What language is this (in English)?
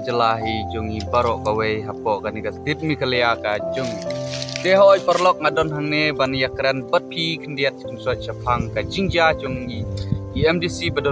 Khasi